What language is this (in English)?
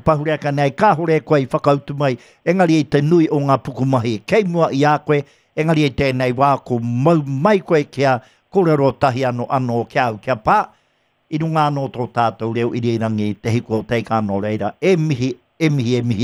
Māori